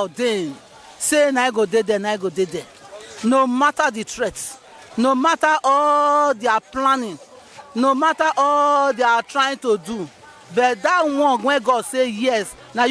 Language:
Nigerian Pidgin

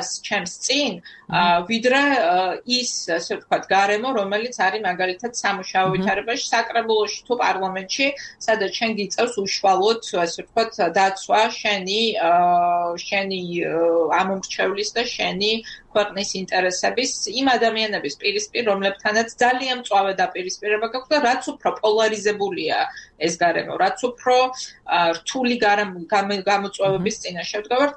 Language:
Georgian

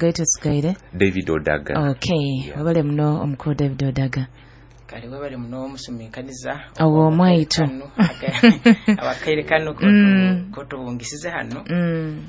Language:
Nyoro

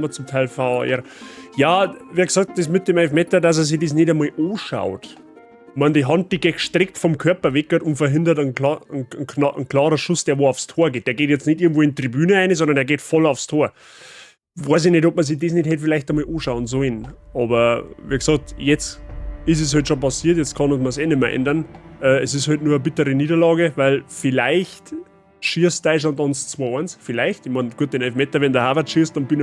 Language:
Bavarian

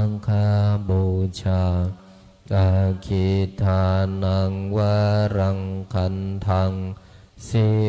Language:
Pali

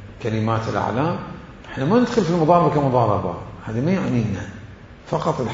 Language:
Mesopotamian Arabic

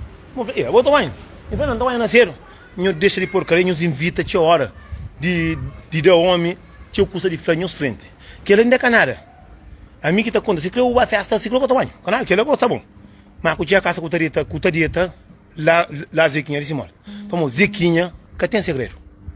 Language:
Kabuverdianu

